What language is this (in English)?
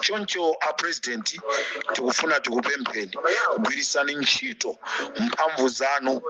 Nyanja